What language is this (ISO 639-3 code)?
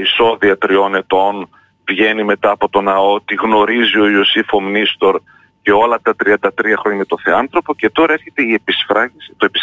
ell